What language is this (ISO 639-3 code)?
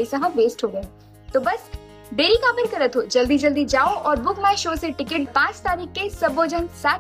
hne